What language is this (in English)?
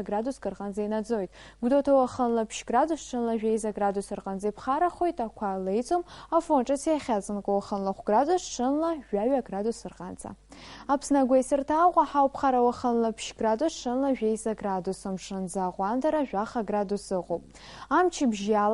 Abkhazian